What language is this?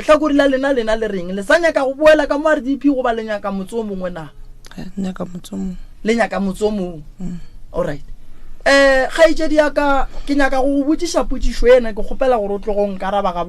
Northern Sotho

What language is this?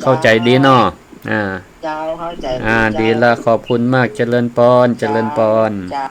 Northern Thai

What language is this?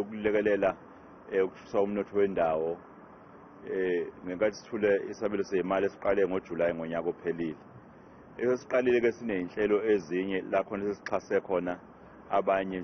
Zulu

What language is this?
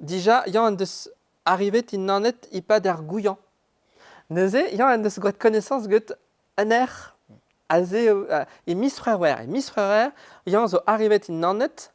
Breton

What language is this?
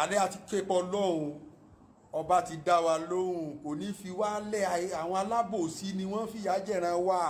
Yoruba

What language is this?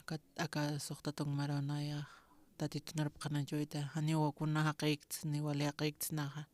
Aymara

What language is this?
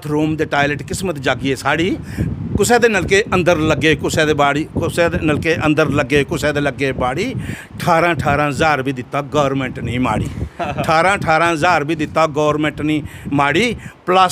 Dogri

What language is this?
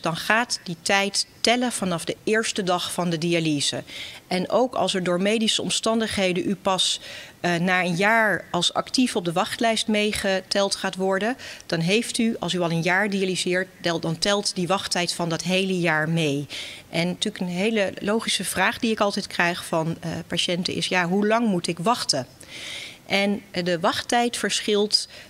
Dutch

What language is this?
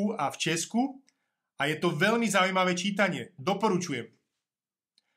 Slovak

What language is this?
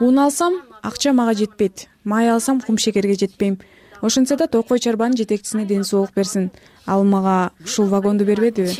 Kyrgyz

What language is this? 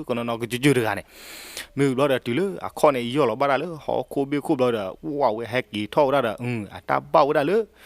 S'gaw Karen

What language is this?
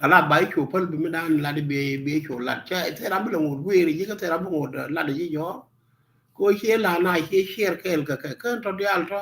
Nuer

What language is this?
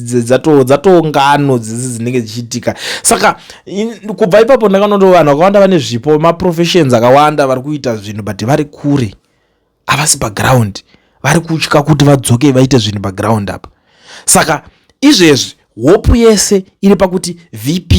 Shona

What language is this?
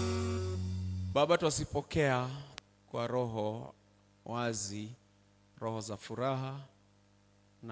Swahili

